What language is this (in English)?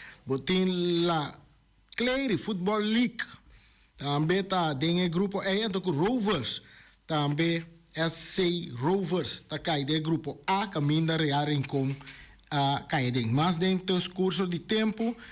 Papiamento